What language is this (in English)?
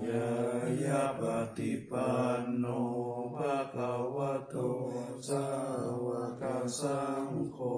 Pali